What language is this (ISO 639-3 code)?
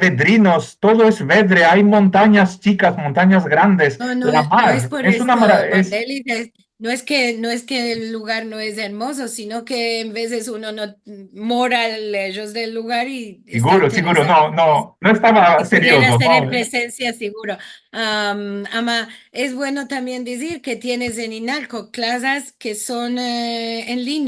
lad